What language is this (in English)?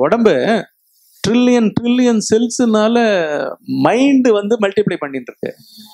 Tamil